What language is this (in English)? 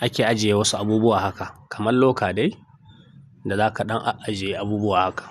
Hausa